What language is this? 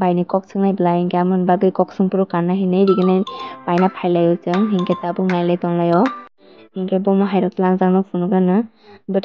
Kok Borok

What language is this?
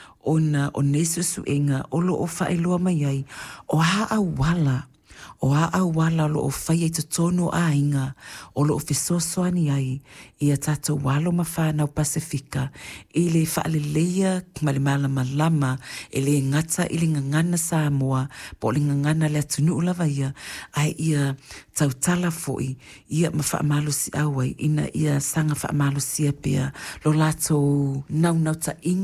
Samoan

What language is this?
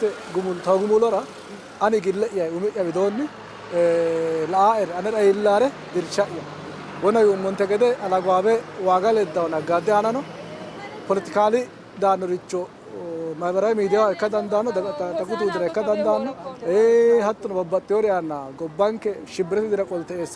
Sidamo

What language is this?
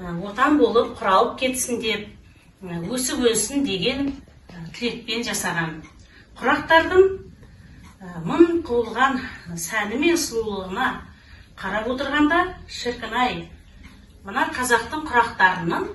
Kazakh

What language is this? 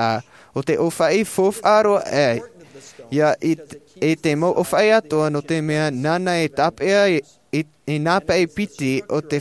Tahitian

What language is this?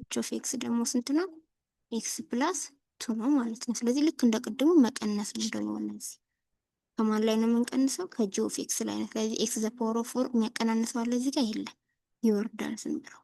Amharic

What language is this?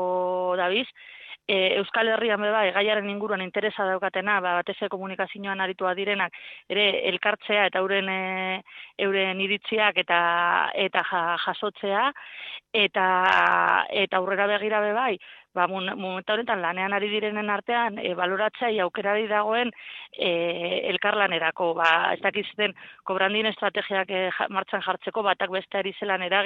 Basque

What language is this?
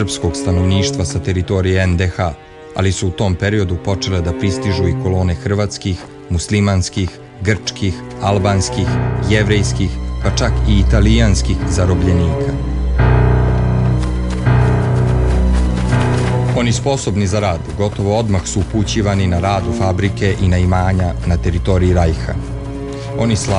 Serbian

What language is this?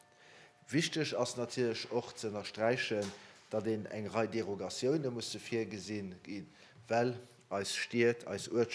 Luxembourgish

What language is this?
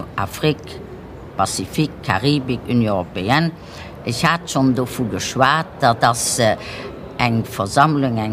Luxembourgish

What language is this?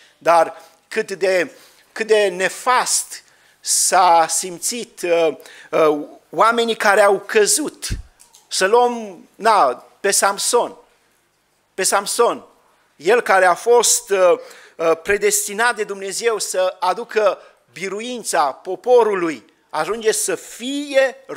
Romanian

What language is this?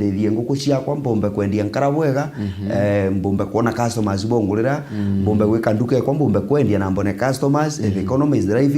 Meru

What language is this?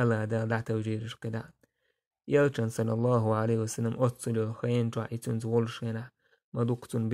Chechen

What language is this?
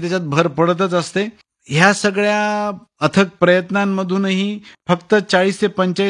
Marathi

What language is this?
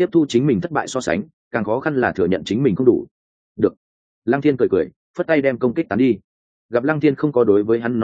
Vietnamese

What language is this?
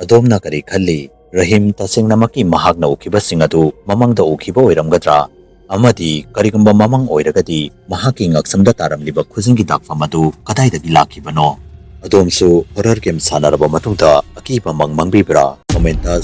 Manipuri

